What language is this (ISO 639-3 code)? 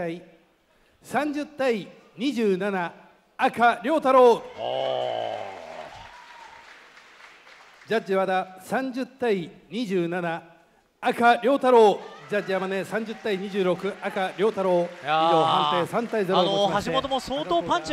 jpn